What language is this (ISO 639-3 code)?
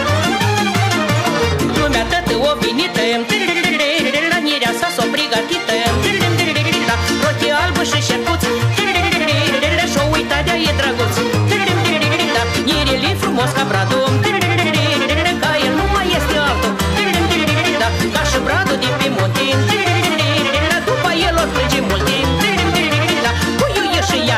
ron